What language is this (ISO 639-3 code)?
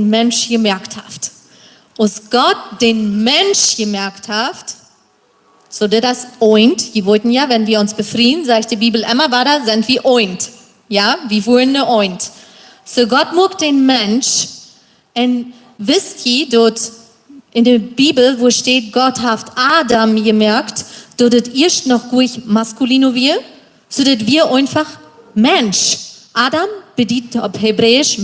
pdt